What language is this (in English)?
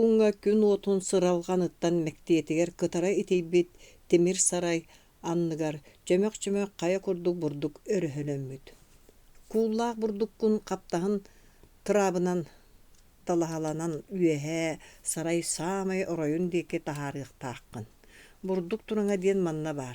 Yakut